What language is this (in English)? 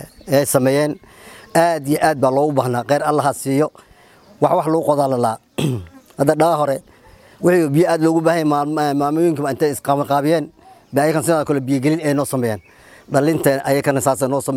Somali